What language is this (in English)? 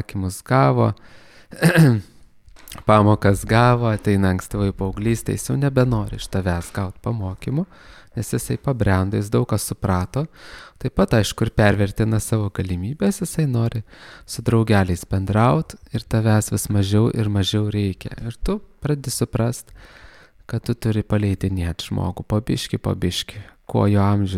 Lithuanian